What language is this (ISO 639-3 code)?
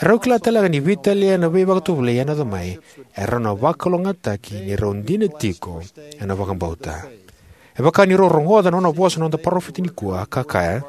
fij